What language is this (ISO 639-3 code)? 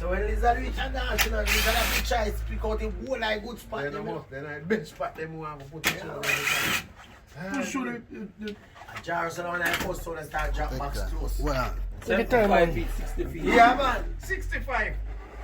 jam